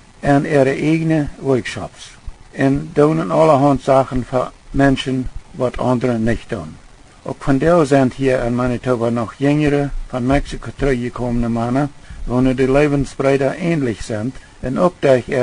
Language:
Plautdietsch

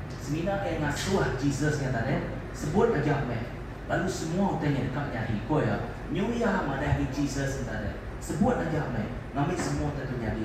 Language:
Iban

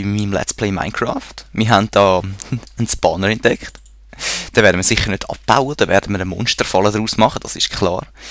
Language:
Swiss German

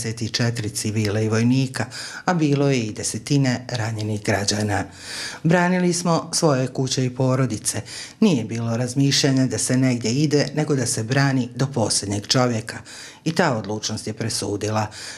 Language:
Bosnian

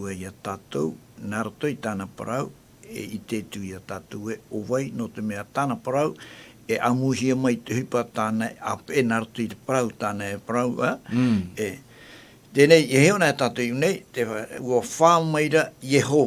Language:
Tahitian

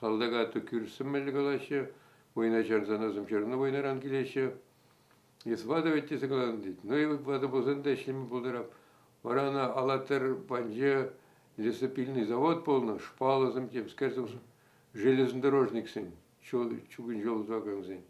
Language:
Chuvash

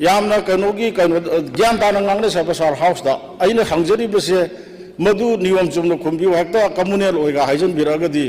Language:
Manipuri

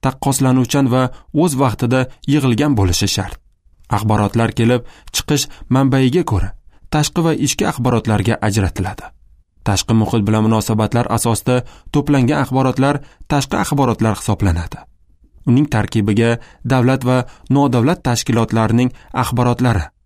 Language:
Uzbek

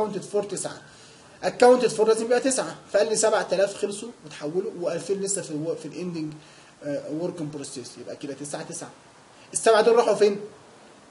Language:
Egyptian Arabic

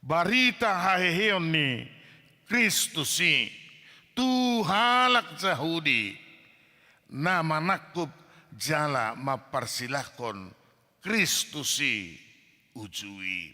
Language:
Batak Toba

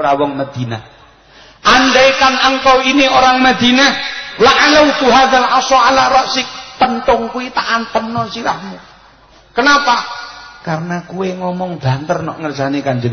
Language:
Javanese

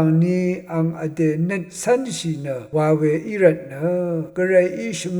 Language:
Rawang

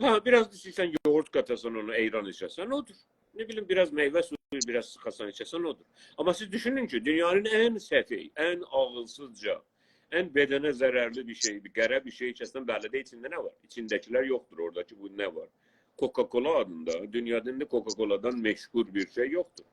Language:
South Azerbaijani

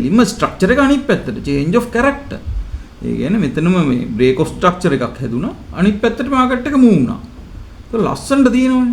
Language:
Sinhala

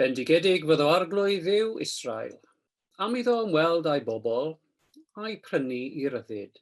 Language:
Welsh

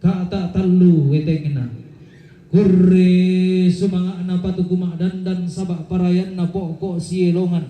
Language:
Toraja-Sa'dan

